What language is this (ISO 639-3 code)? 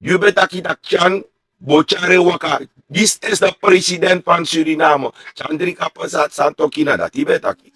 srn